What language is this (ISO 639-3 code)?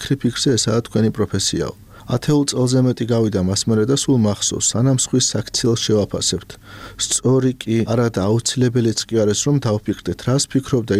kat